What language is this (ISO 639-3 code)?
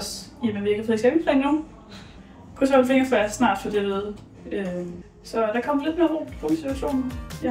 dan